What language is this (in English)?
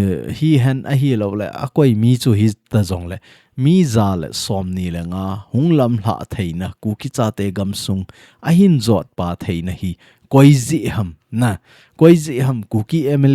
Thado Chin